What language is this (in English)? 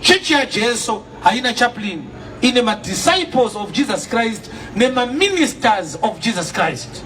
Shona